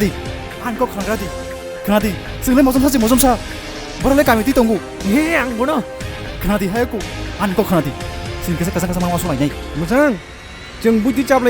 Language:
Kok Borok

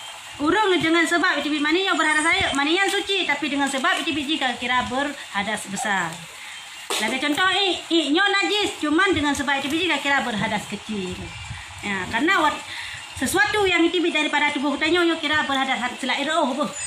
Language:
Achinese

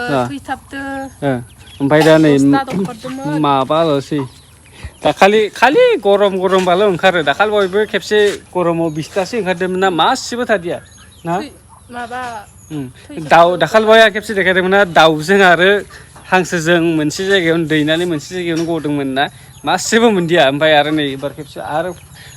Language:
Bodo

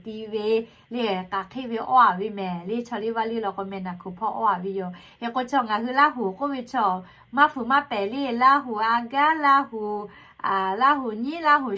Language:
Lahu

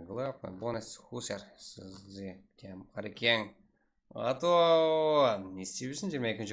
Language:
Kara-Kalpak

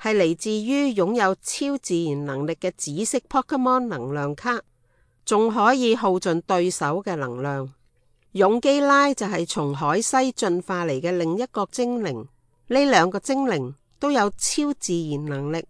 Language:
Cantonese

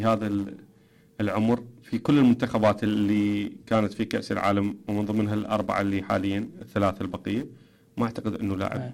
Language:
Mesopotamian Arabic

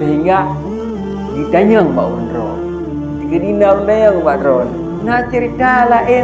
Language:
Achinese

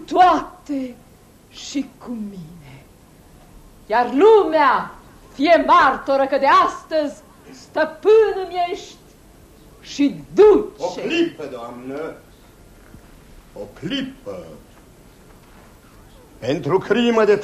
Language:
Romanian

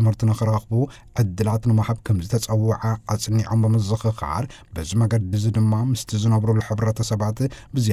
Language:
Tigrinya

